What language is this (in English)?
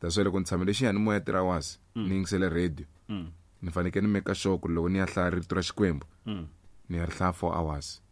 Tsonga